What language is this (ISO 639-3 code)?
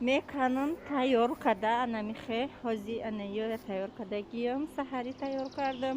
tgk